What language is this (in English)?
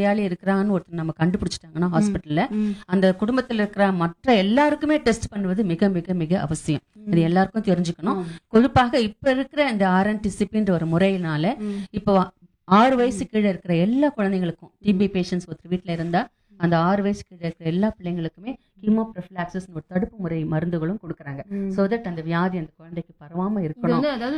Tamil